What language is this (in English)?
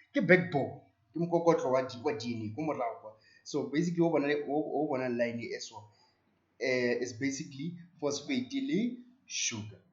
Tswana